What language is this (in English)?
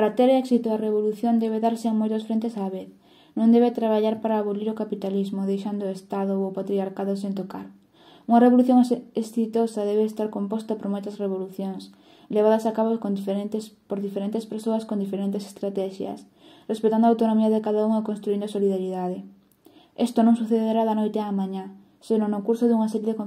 Galician